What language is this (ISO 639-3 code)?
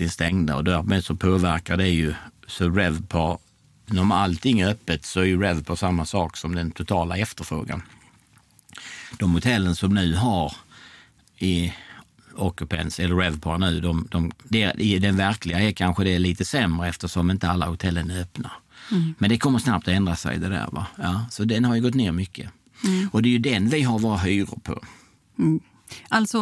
swe